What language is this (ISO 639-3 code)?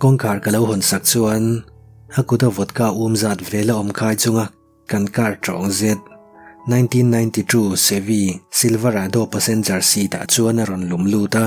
lus